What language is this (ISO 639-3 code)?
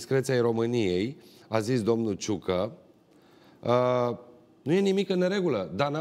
ron